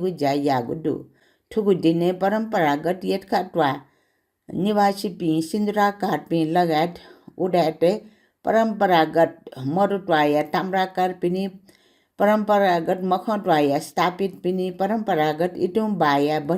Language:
Newari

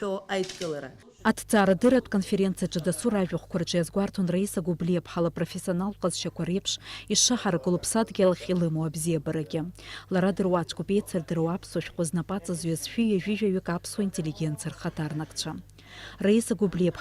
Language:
Abkhazian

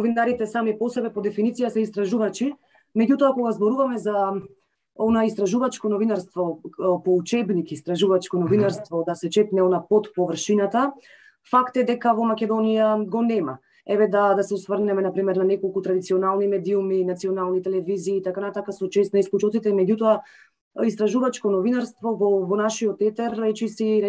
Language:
Macedonian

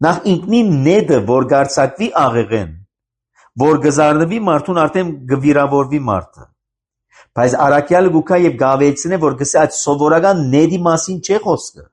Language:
Armenian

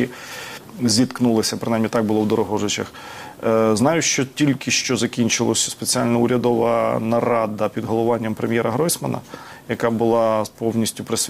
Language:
Ukrainian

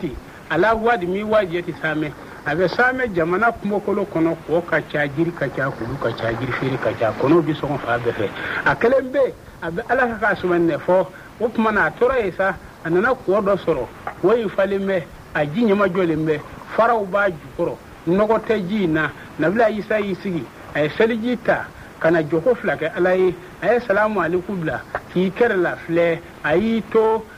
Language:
Bambara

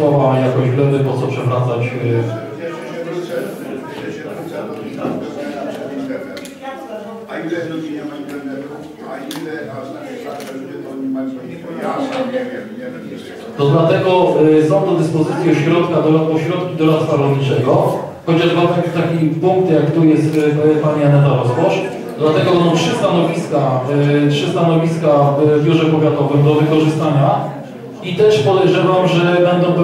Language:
Polish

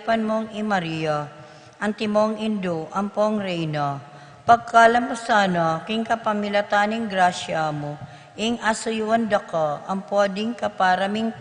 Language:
Pampanga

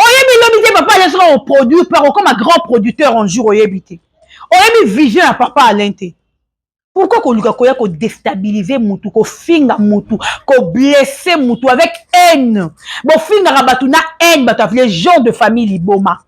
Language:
Lingala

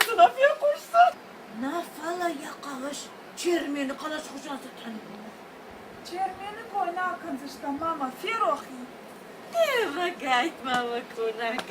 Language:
Ossetic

